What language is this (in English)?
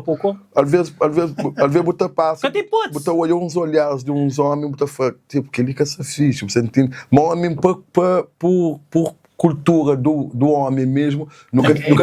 Kabuverdianu